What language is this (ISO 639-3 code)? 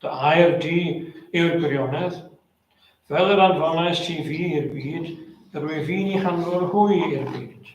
cym